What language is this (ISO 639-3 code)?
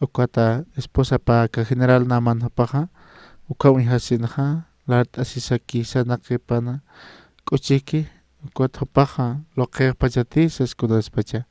aym